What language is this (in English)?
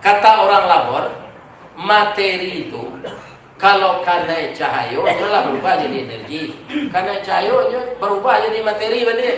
Minangkabau